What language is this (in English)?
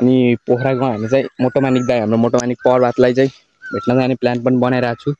Nepali